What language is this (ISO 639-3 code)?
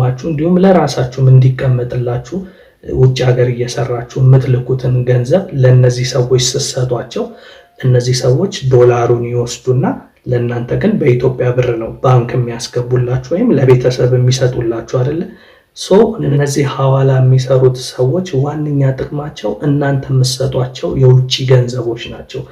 amh